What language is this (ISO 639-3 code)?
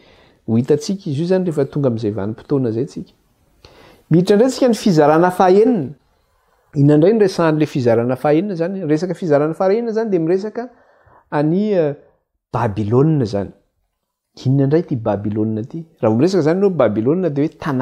mlg